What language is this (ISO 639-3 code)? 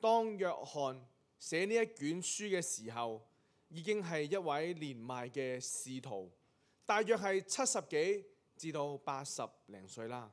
yue